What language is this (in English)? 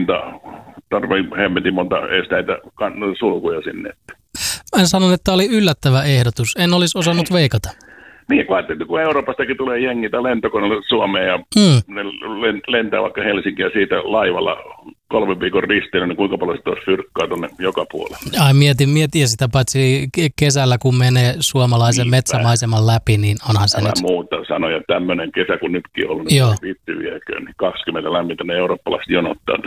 Finnish